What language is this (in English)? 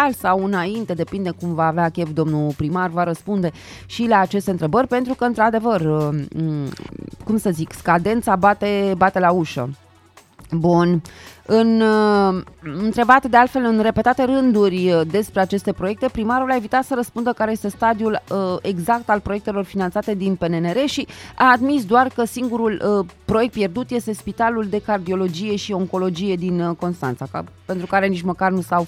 Romanian